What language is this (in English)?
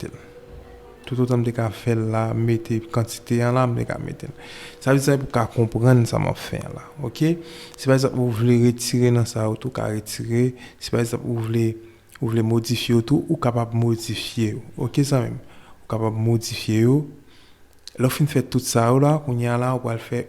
Haitian Creole